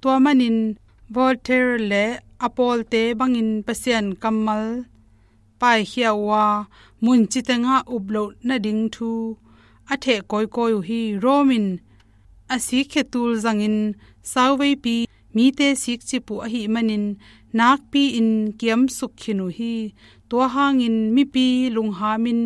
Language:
Tedim Chin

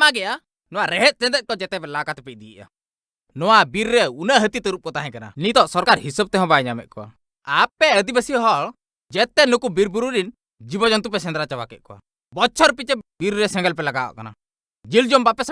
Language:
Santali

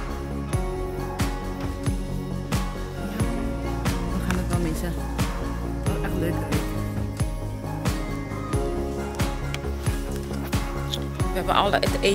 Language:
Dutch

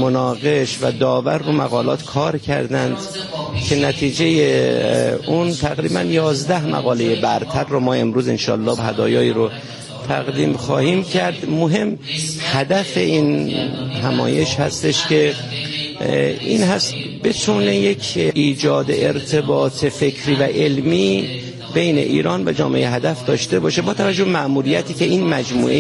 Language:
Persian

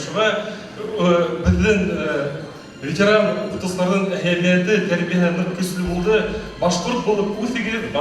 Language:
Bashkir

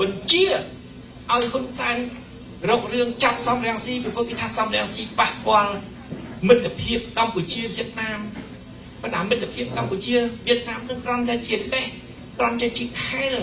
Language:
Khmer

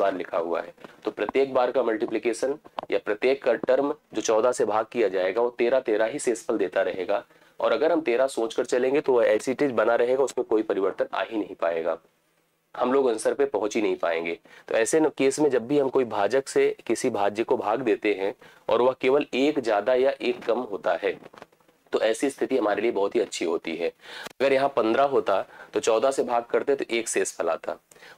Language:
Hindi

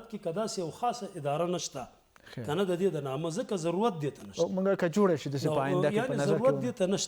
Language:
Pashto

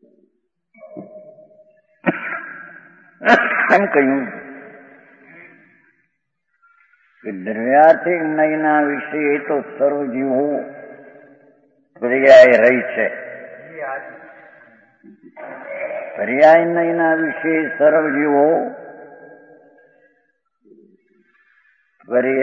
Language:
Gujarati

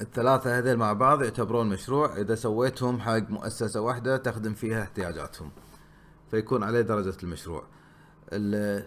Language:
Gulf Arabic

